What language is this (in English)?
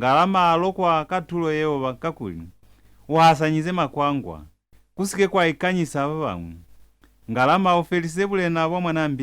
Lozi